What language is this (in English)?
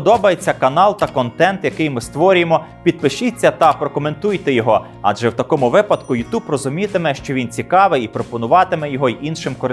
Ukrainian